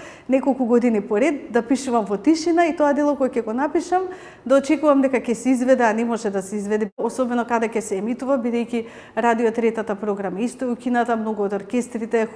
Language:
Macedonian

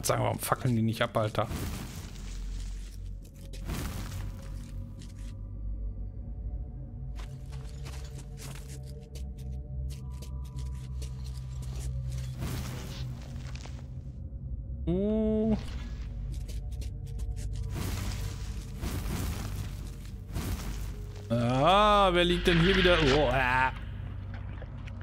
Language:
German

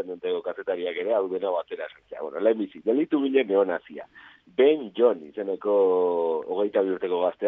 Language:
Basque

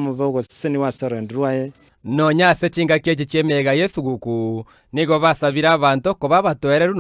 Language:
Gusii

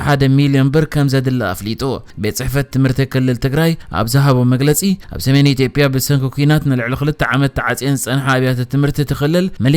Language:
Tigrinya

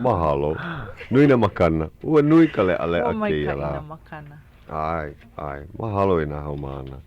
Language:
Hawaiian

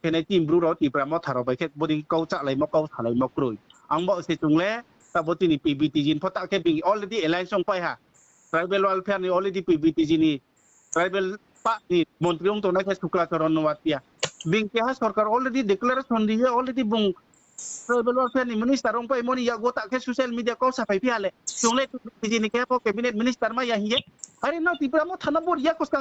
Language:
Riang (India)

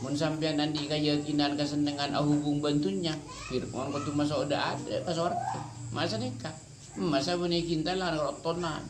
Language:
Madurese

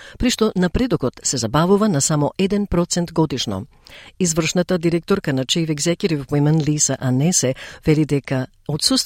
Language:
Macedonian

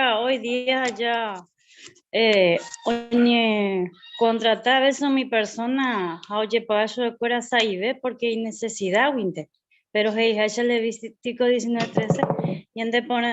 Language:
Guarani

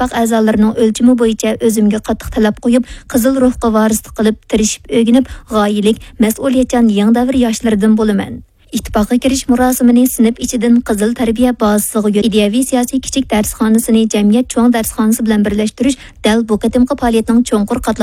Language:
Uyghur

